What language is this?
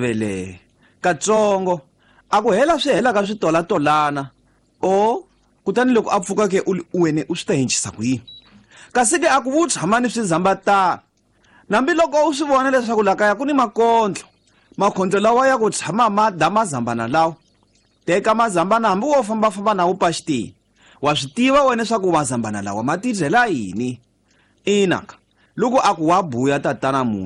Tsonga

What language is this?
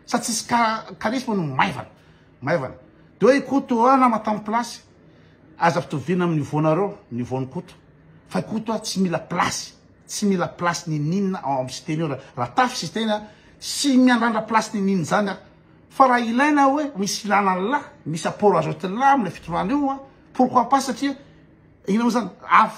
Malagasy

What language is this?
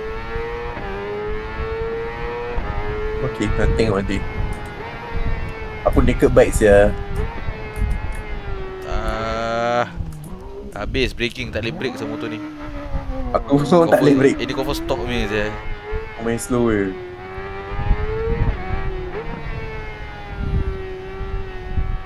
Malay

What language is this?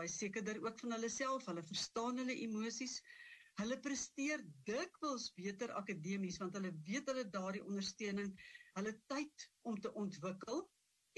Afrikaans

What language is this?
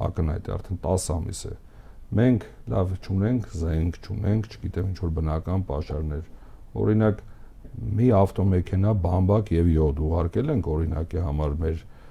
Armenian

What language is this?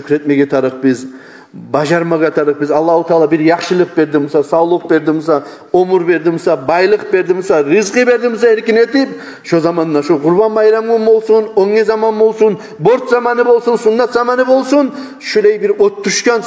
Kumyk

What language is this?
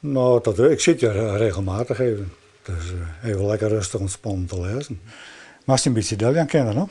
Western Frisian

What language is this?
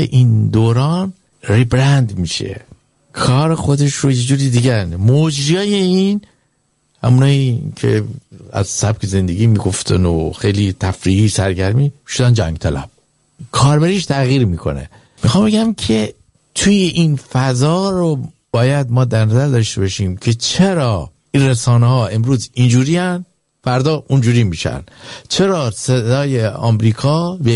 Persian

